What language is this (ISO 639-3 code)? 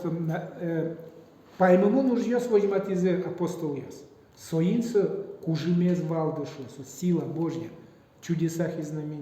udm